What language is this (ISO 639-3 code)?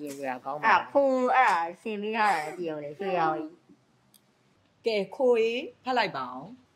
mya